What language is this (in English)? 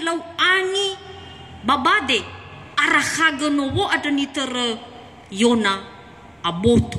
Nias